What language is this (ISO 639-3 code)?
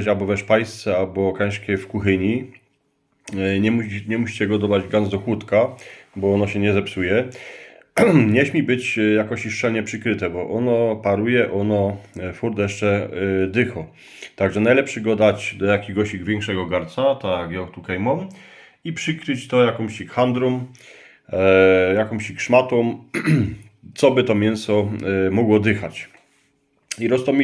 szl